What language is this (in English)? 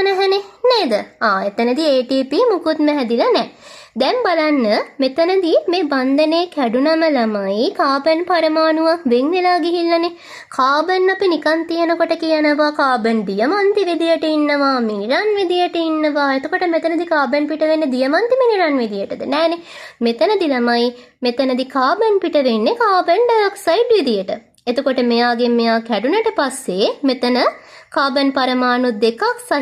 Sinhala